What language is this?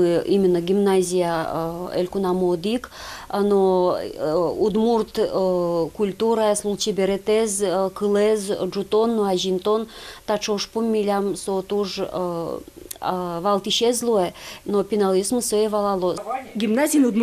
Udmurt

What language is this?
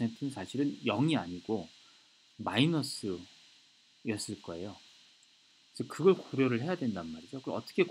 Korean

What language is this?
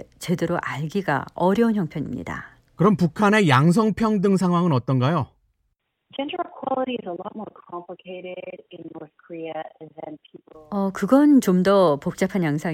Korean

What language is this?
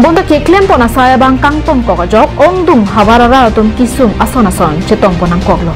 Karbi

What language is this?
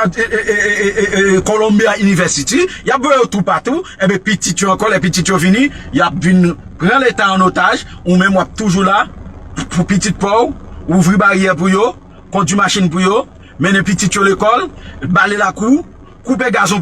Haitian Creole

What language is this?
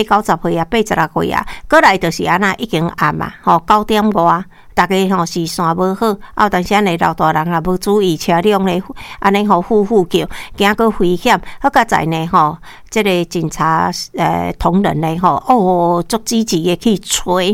Min Nan Chinese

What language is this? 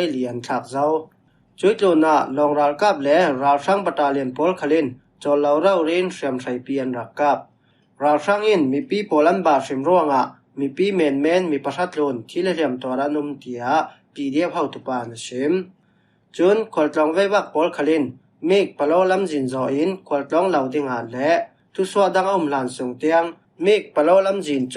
Falam Chin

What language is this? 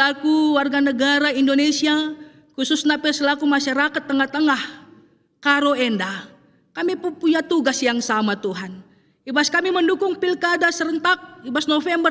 Batak Karo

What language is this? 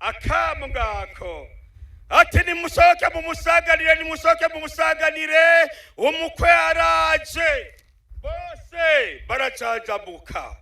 Rundi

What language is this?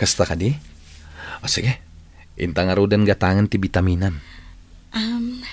Iloko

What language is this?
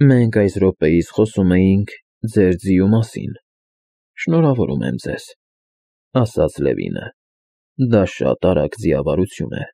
Armenian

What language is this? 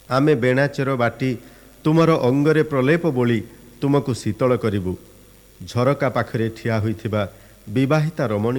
Odia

